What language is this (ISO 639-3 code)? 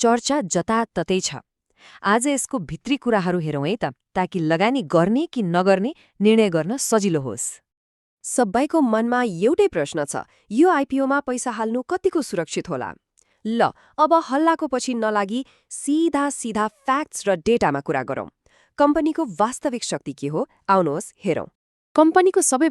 nep